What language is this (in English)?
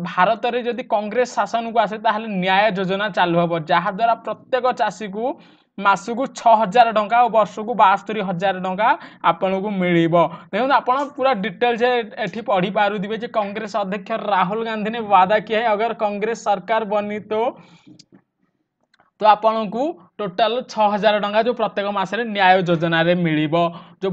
Odia